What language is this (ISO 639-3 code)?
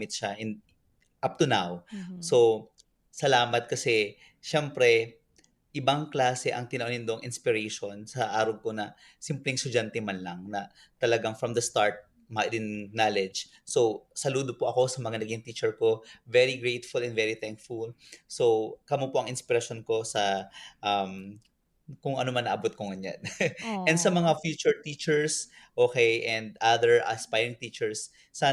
bik